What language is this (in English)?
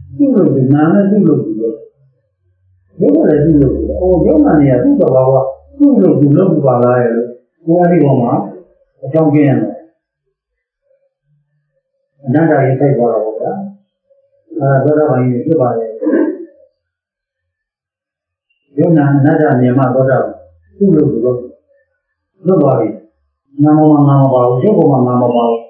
Burmese